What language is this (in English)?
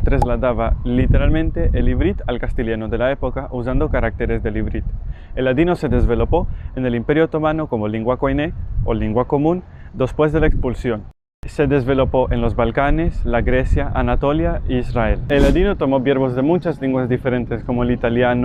Ladino